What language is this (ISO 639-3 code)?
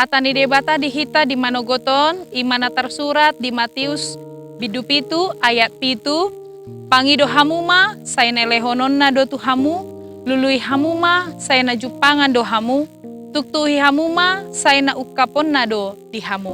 bbc